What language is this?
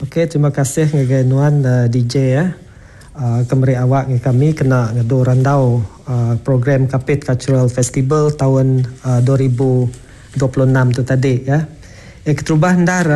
Iban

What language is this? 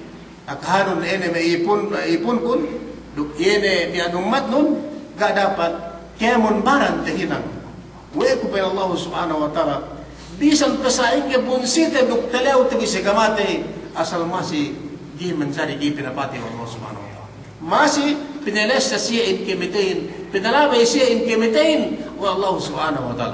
Yakan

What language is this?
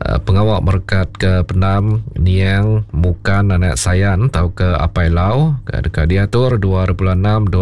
Iban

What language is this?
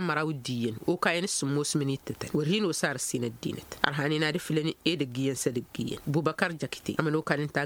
Tamasheq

